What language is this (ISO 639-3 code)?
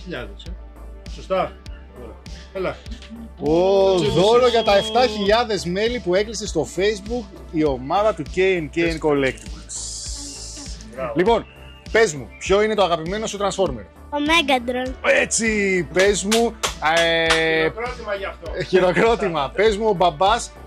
ell